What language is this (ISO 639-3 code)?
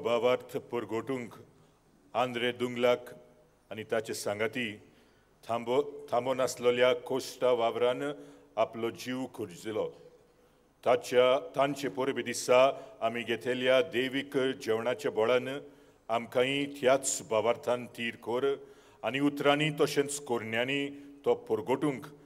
kok